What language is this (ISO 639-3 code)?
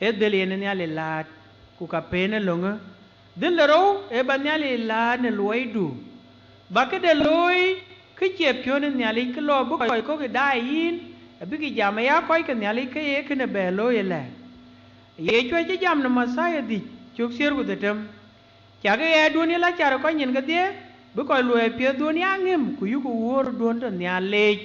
din